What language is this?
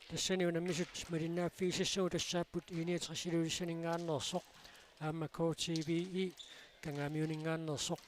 Kalaallisut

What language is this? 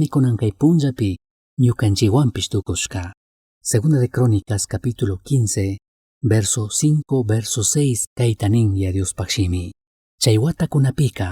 Chimborazo Highland Quichua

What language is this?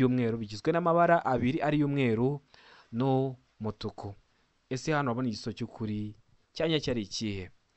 Kinyarwanda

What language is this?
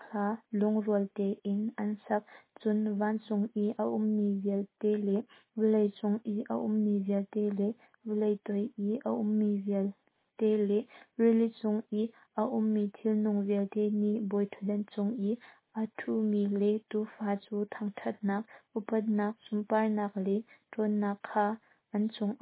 Hakha Chin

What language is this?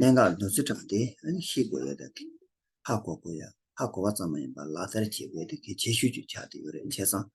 Tibetan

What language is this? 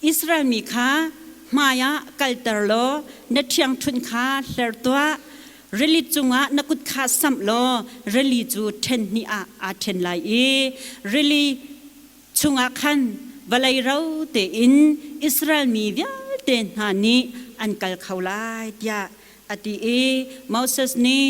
Hakha Chin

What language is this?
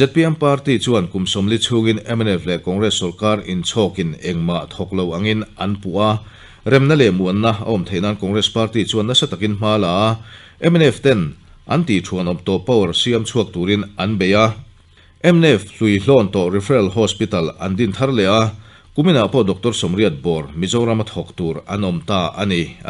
Mizo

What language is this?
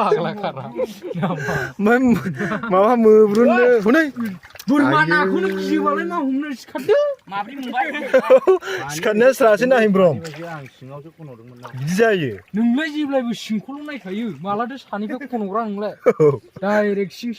Bodo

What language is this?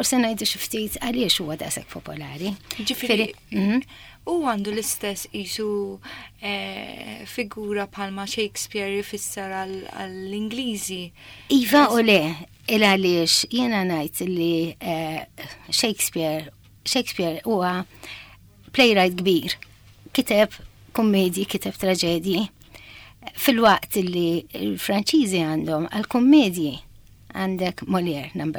Maltese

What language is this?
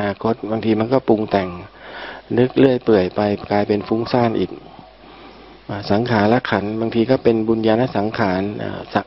Thai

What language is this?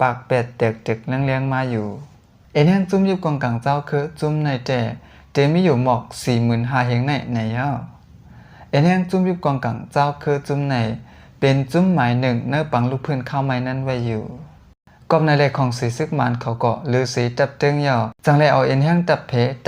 Shan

